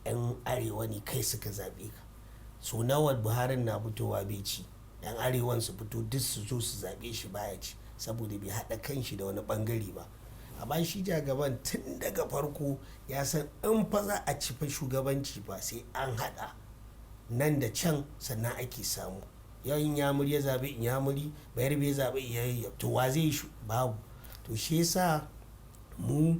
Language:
Hausa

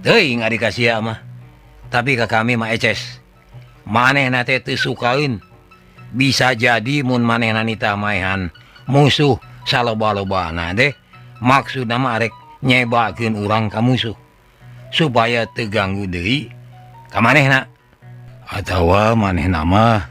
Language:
Sundanese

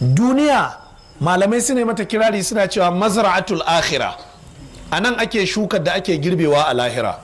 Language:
Hausa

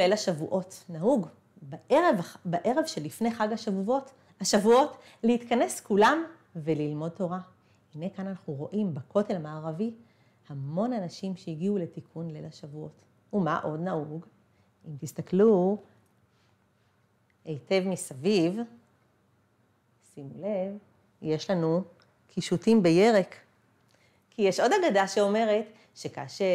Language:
Hebrew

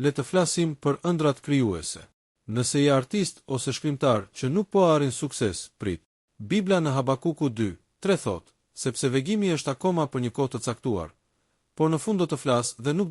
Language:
Albanian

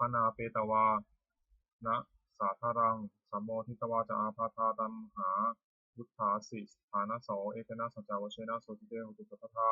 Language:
Pali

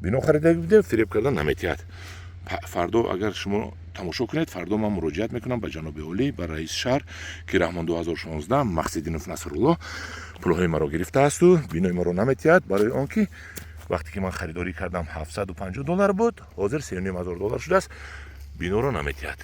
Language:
Tajik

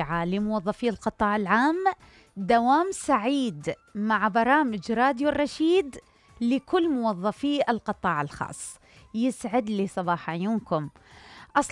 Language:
Mesopotamian Arabic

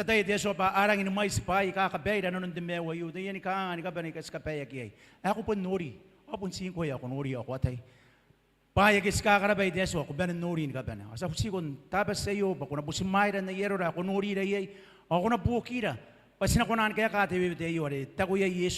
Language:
Gilbertese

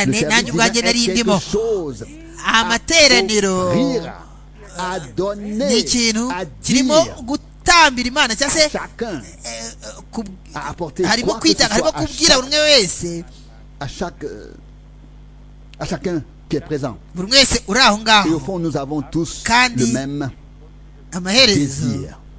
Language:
Kinyarwanda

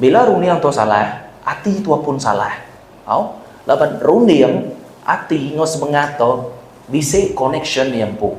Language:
Iban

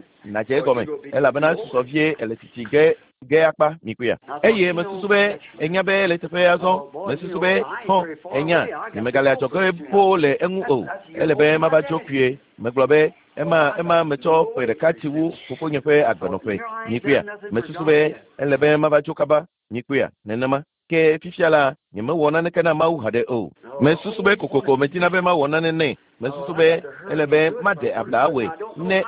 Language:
Ewe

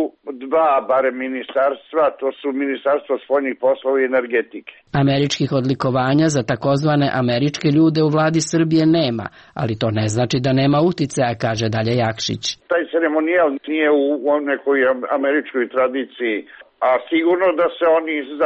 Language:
Serbian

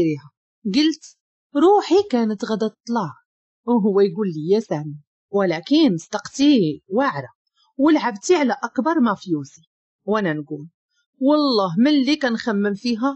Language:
Moroccan Arabic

